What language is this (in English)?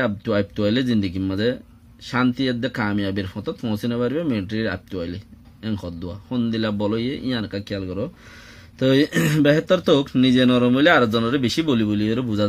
Rohingya